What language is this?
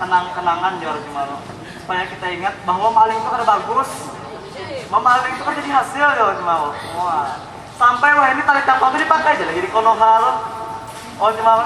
Banjar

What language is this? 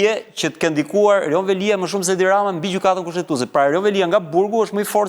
Albanian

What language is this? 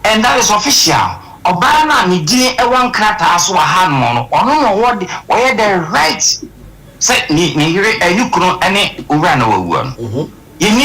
Akan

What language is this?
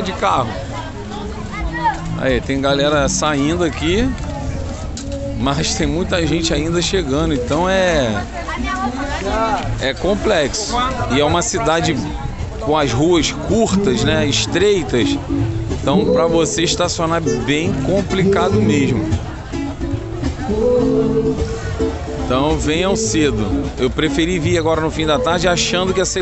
Portuguese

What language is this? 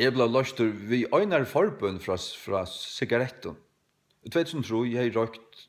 Faroese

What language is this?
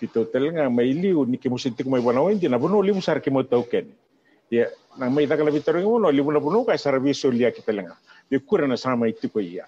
Fijian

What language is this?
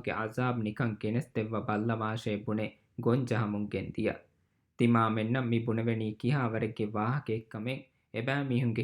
Divehi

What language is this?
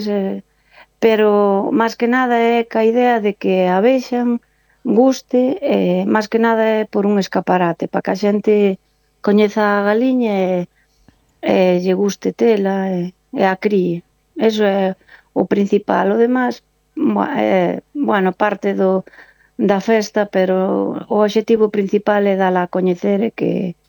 Galician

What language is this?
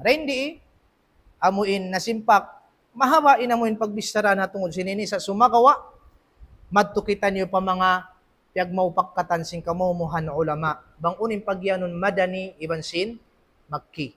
Tausug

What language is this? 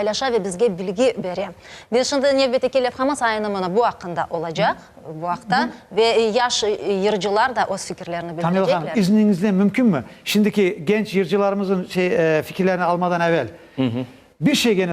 Crimean Tatar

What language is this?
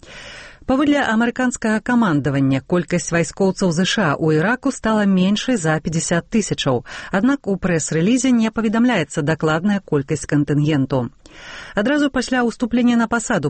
Belarusian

